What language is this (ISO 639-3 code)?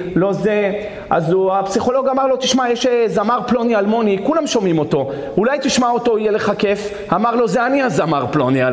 heb